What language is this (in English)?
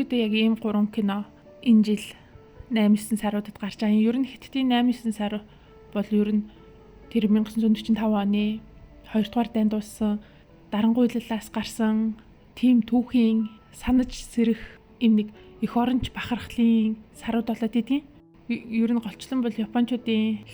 Mongolian